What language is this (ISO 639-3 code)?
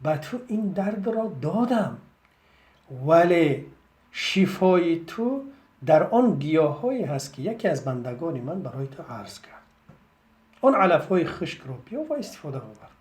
tgk